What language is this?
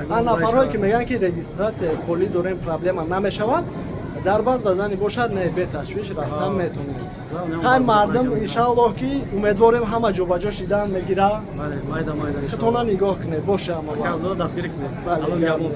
Tajik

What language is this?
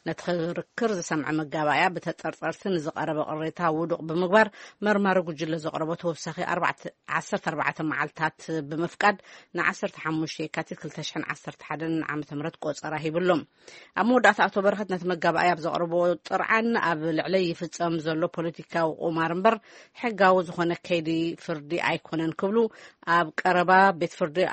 Tigrinya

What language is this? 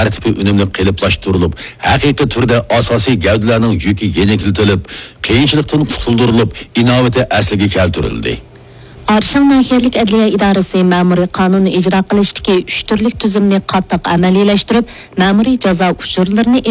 Uyghur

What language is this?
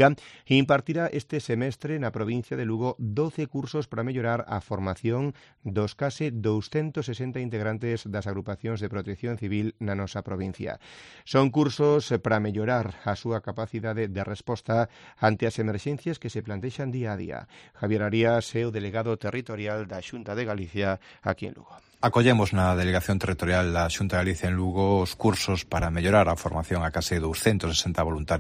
Galician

